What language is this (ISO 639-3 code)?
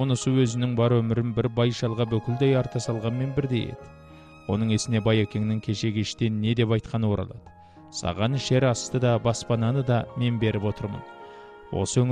kaz